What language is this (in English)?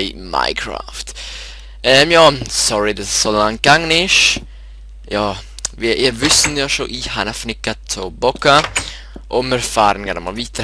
Swiss German